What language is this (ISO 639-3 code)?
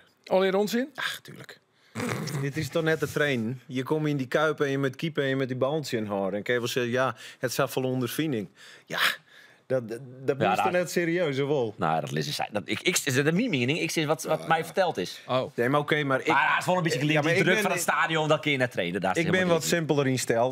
fry